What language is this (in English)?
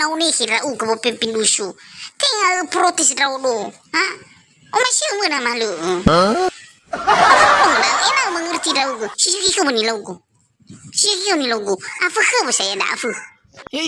Nias